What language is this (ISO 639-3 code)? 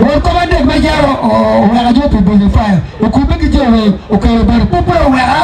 ach